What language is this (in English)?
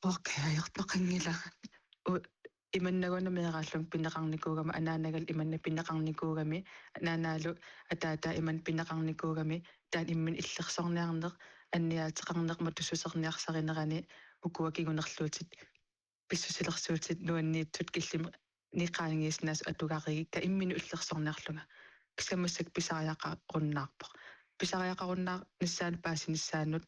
Kalaallisut